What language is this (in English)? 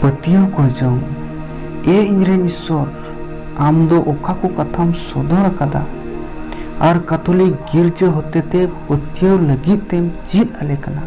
Santali